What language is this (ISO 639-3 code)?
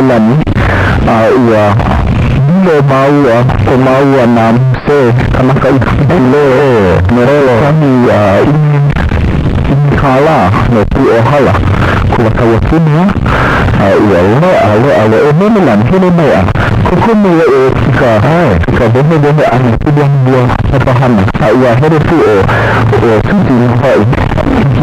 haw